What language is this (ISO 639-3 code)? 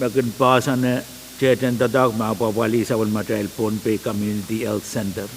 pon